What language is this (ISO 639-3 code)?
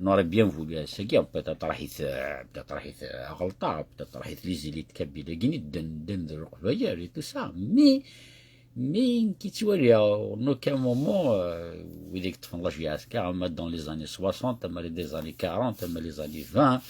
kab